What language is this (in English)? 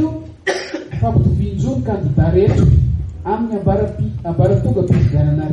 Malagasy